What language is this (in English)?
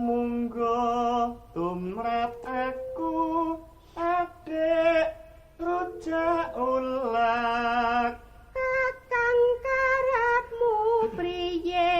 Javanese